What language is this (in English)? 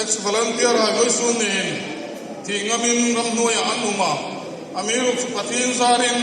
Hmar